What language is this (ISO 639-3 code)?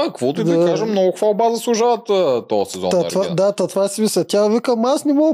bul